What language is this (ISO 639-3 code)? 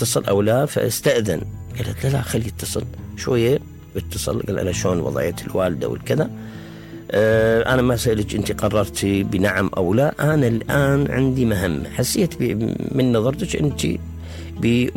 acm